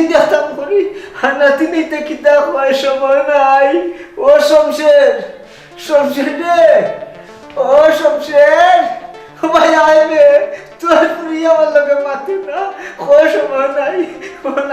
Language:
Sylheti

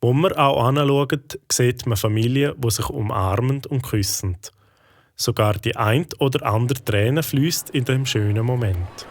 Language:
Swiss German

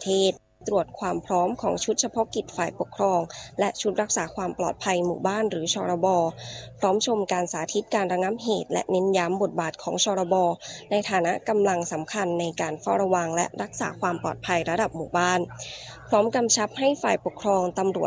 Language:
Thai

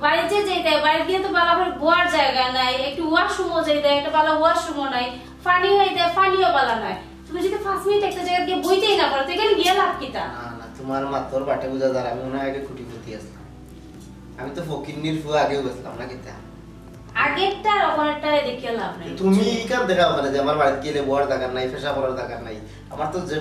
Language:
Sylheti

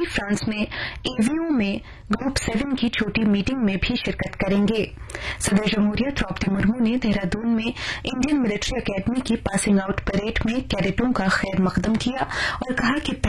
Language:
Urdu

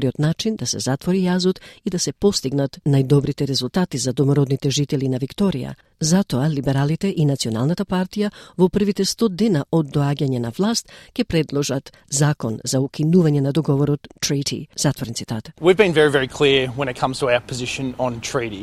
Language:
Macedonian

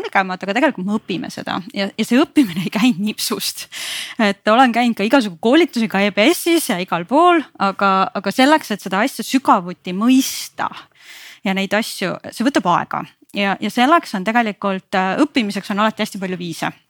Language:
Estonian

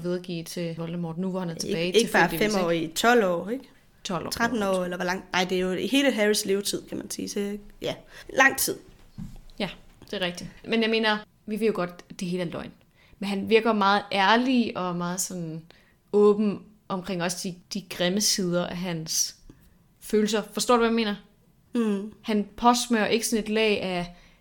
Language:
Danish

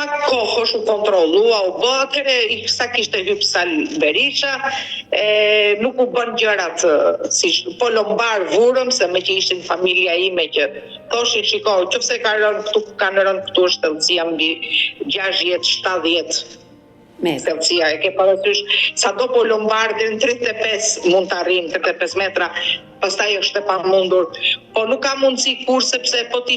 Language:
Albanian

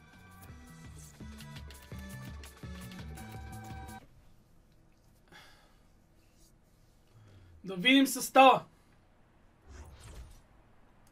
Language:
Bulgarian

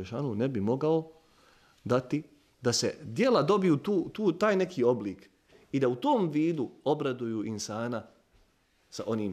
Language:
Bosnian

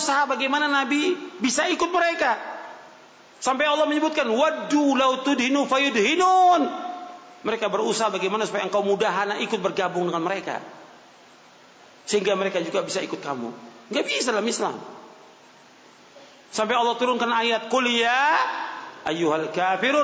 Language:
Indonesian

